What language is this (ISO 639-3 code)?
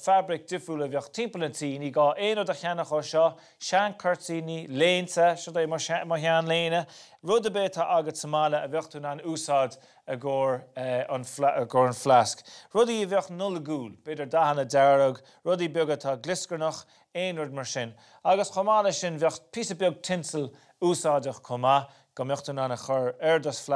gle